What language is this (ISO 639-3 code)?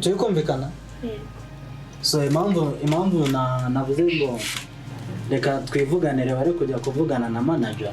kin